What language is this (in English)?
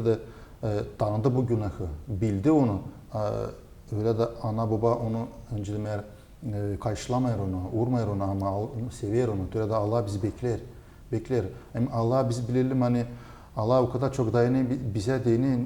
Gagauz